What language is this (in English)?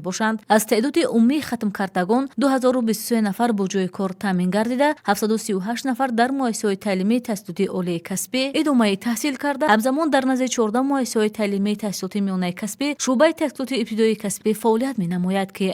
Tajik